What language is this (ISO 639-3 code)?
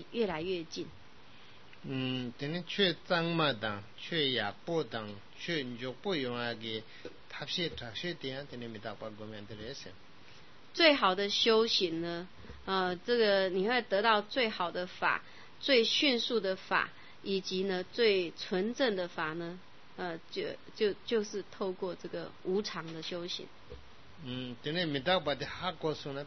zho